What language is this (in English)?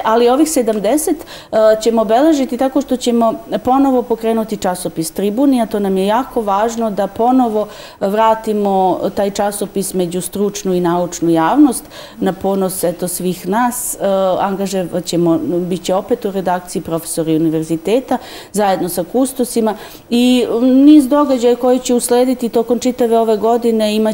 Bosnian